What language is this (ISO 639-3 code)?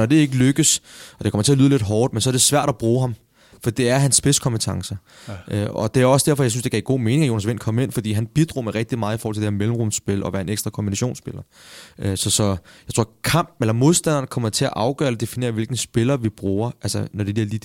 dan